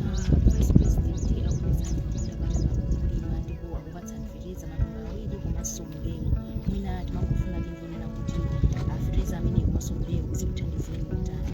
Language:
Nyanja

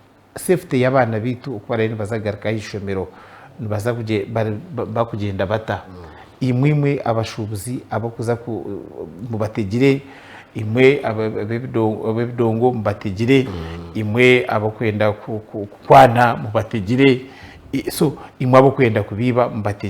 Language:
Nyankole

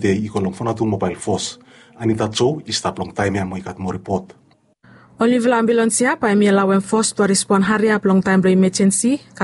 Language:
Bislama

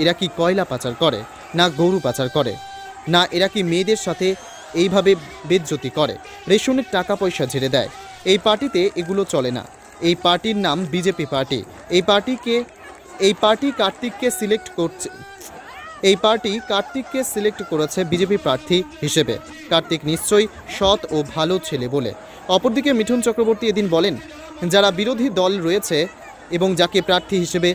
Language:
Bangla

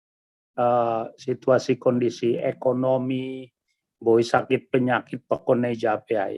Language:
Batak Simalungun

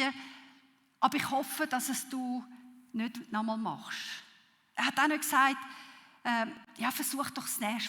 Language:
Swiss German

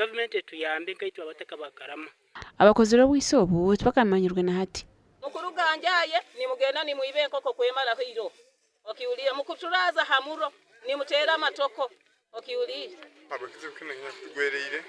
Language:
Nyankole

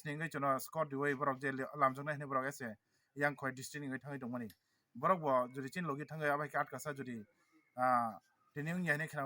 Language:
Kok Borok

